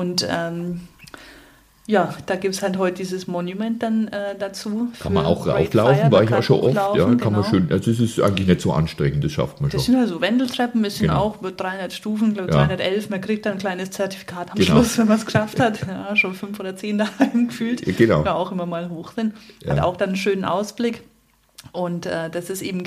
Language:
German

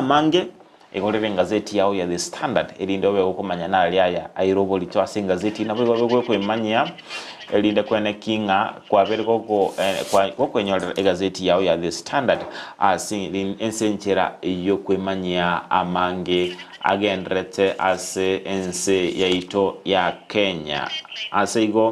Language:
Gusii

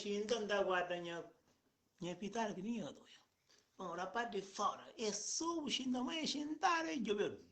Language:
Kabuverdianu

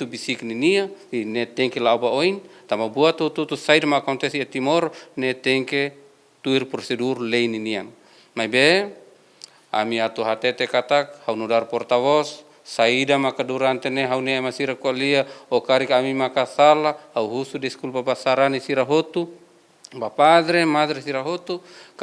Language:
Tetum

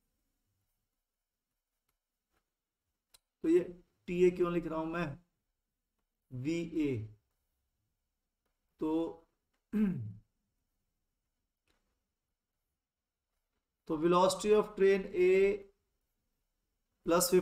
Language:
Hindi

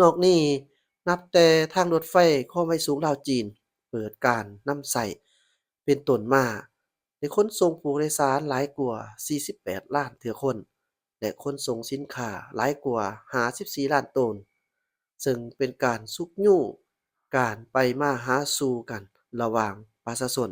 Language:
Lao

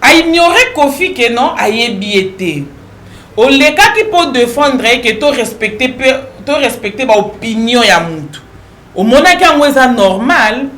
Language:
Lingala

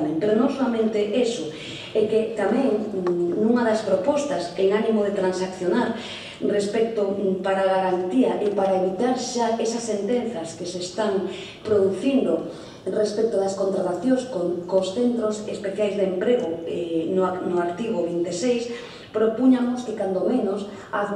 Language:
Galician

